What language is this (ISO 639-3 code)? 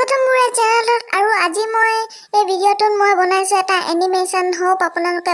asm